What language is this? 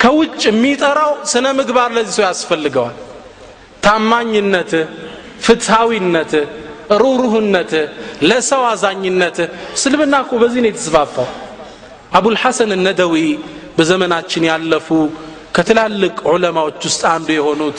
Amharic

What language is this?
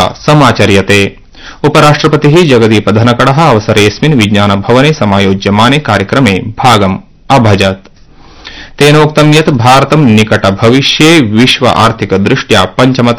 Sanskrit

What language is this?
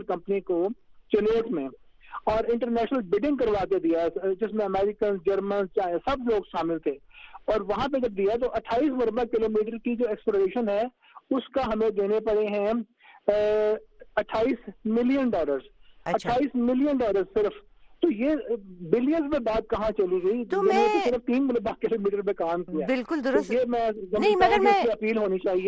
Urdu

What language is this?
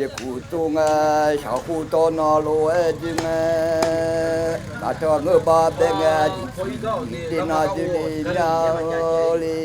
Akha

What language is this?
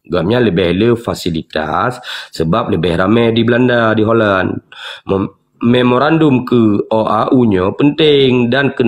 Achinese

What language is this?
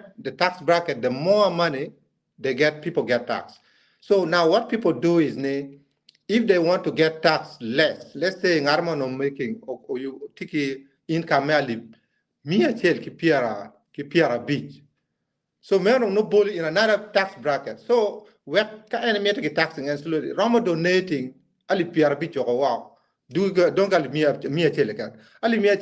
Acoli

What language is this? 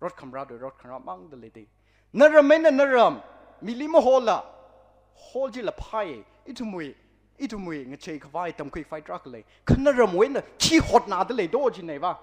Tangkhul Naga (India)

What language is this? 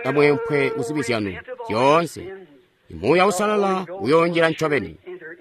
Tonga (Zambia)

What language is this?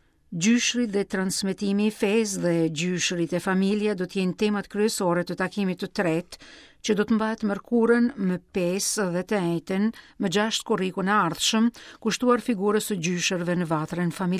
Albanian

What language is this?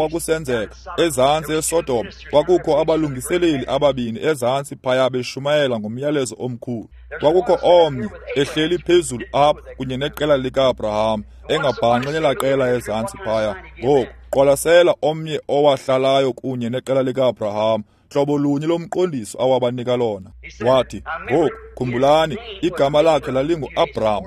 Xhosa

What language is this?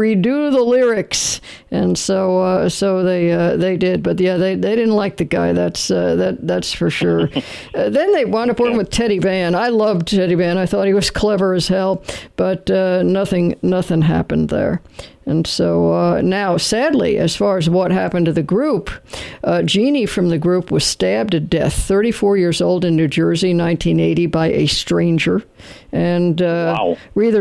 English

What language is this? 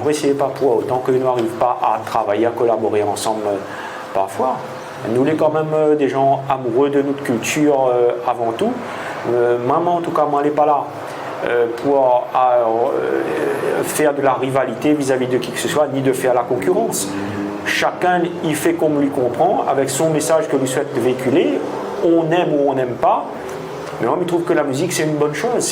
Réunion Creole French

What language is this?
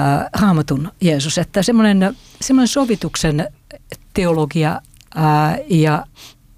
Finnish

